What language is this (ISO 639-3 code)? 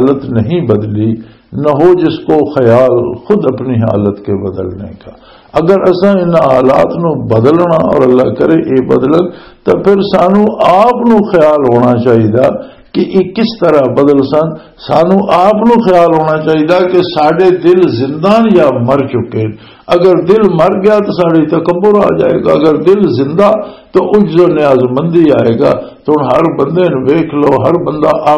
lah